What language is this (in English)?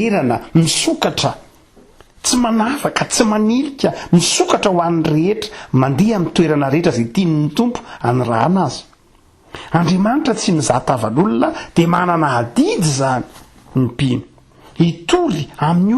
Malagasy